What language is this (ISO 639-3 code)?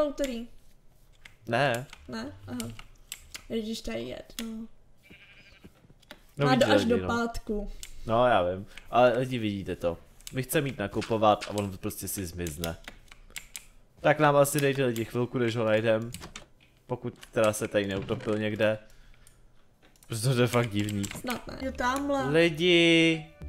ces